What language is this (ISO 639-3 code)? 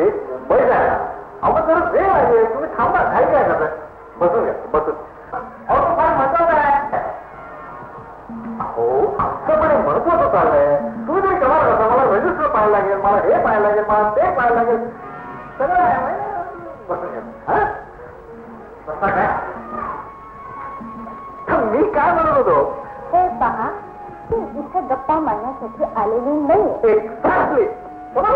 mar